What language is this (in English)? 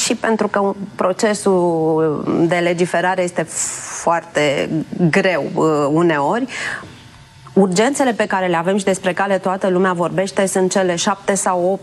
Romanian